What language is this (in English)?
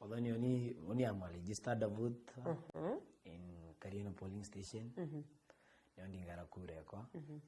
Meru